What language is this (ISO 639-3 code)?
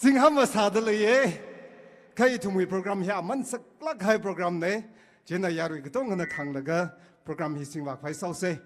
nmf